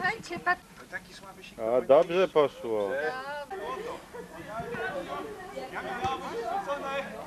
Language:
Polish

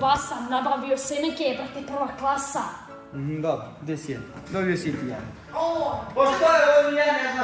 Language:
Croatian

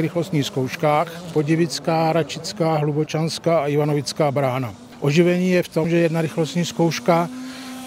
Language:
Czech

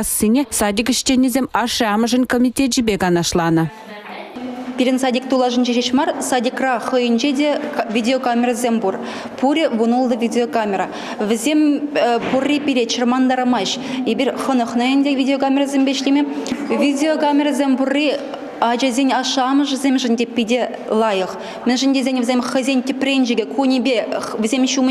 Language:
Chuvash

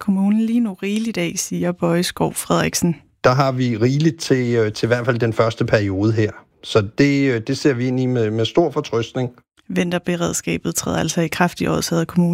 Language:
Danish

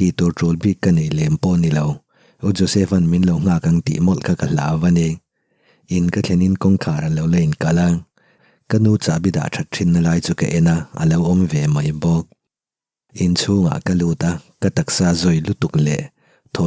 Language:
Mizo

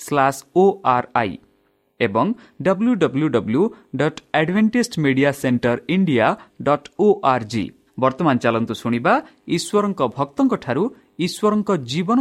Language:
Odia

